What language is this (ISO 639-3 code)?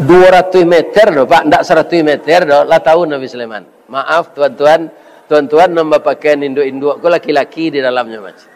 min